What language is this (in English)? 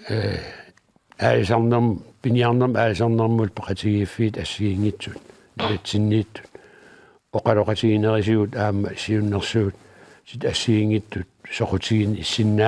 Kalaallisut